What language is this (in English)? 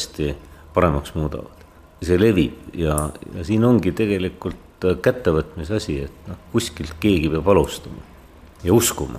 Estonian